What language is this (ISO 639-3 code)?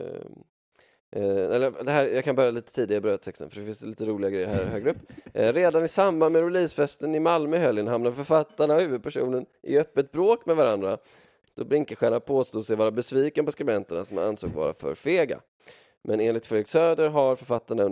swe